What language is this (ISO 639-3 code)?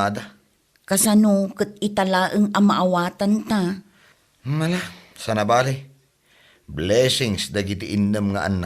ilo